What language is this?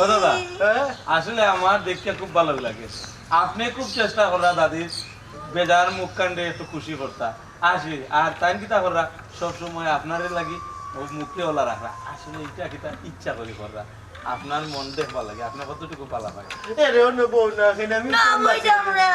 Sylheti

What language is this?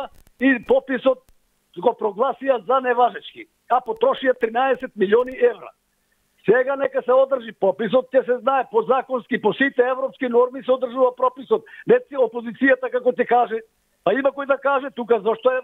Macedonian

